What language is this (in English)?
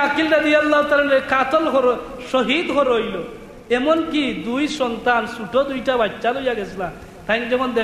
Sylheti